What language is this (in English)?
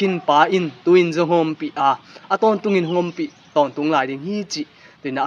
Tedim Chin